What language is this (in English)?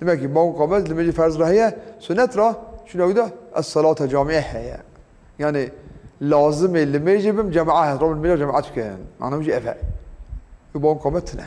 Kurdish